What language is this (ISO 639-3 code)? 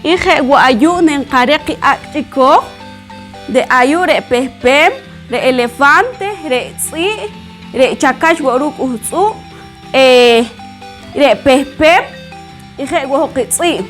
poh